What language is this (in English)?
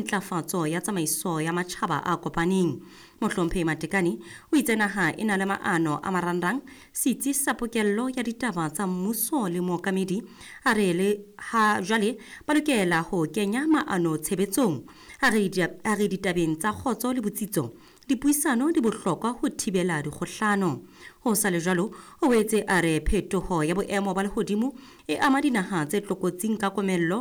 Southern Sotho